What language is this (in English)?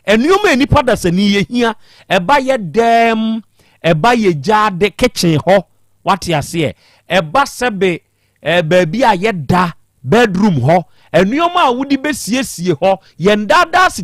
Akan